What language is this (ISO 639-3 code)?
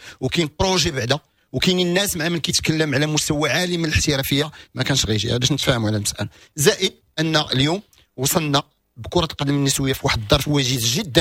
ary